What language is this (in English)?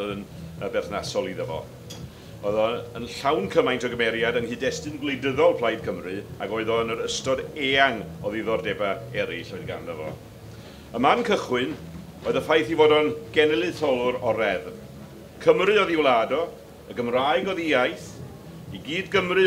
Welsh